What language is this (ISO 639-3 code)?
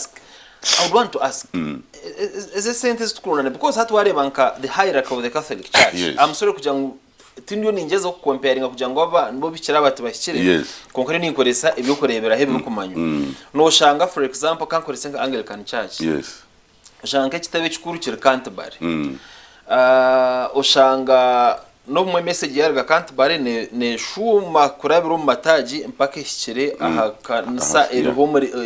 nyn